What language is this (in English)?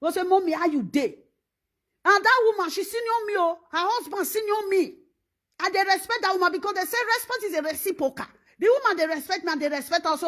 Nigerian Pidgin